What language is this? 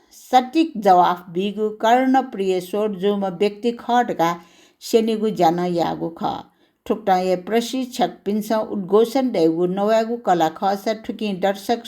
Newari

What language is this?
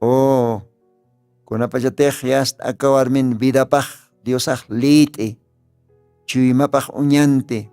Aymara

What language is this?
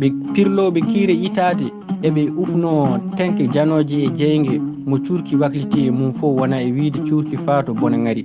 Fula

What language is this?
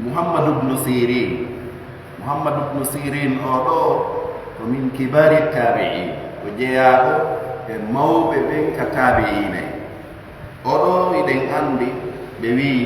Fula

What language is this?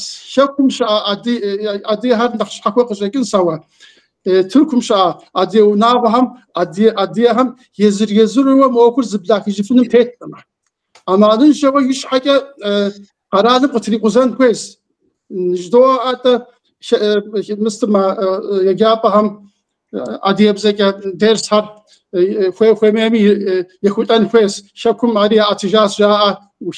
Kabardian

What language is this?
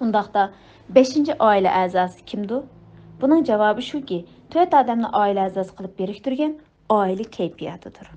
Uyghur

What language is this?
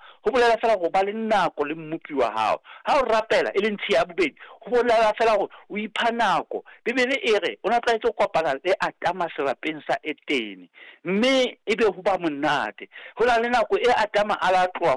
Southern Sotho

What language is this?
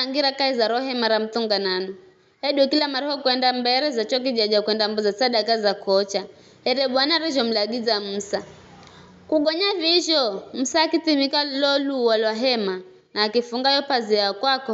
Giryama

